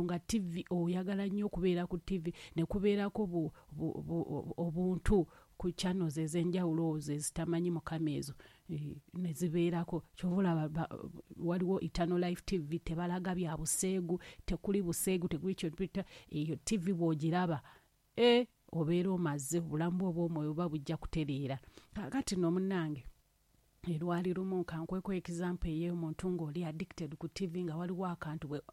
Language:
Ganda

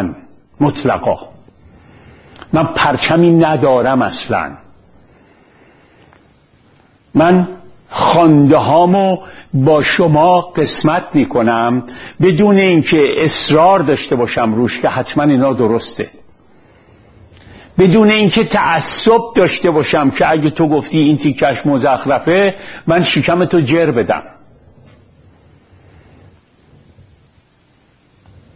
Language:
Persian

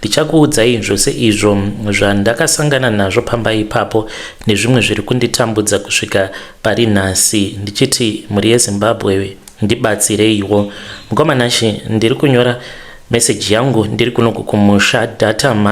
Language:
Shona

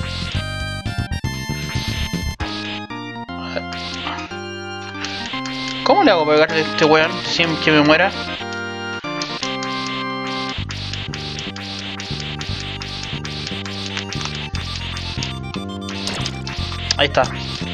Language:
Spanish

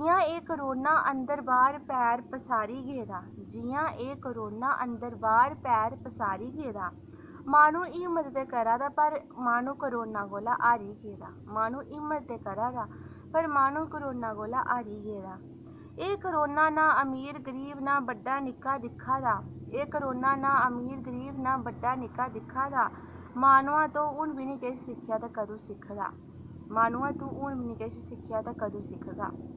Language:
Dogri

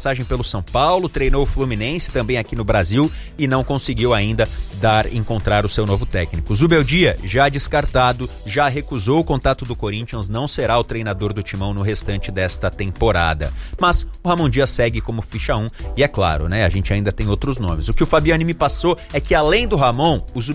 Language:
Portuguese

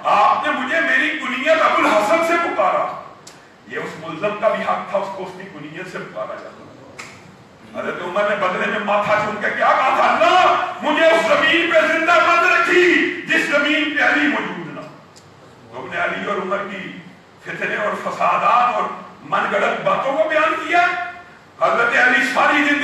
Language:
Urdu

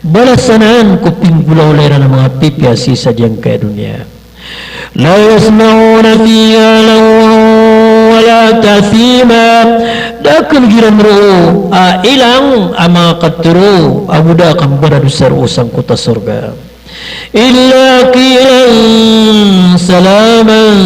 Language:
Maranao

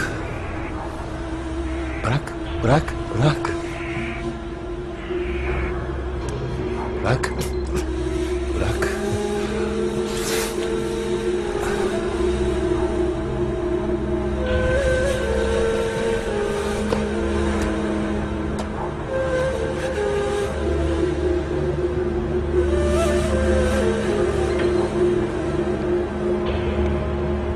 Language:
Turkish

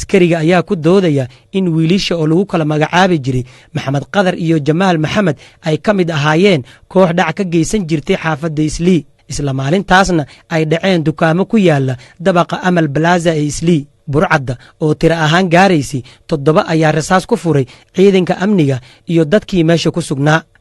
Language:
Somali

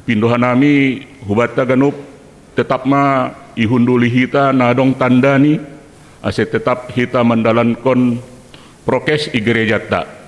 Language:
Batak Simalungun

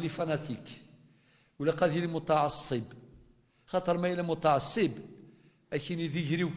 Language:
Kabyle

